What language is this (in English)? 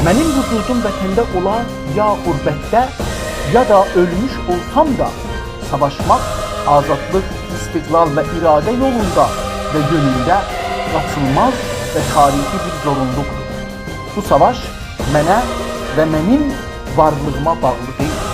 South Azerbaijani